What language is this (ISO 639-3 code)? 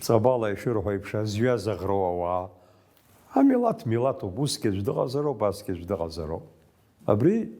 abk